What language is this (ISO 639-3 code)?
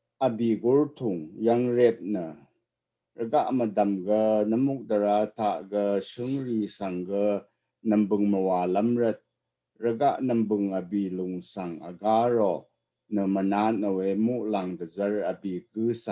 raw